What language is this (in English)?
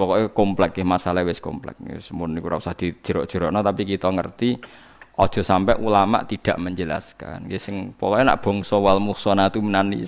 Javanese